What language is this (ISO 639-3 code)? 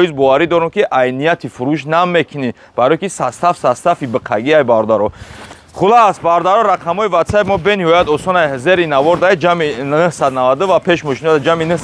tgk